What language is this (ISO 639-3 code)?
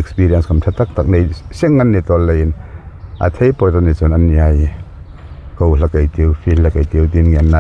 hmr